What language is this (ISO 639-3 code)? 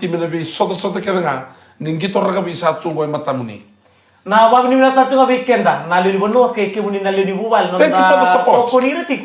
fij